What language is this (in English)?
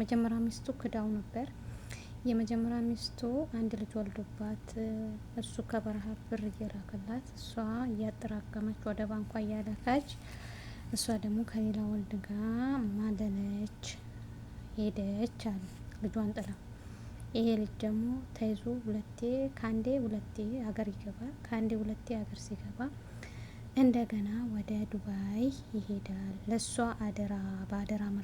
Amharic